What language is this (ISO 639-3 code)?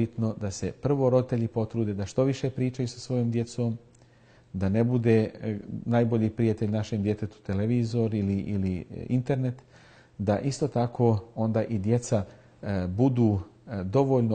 bos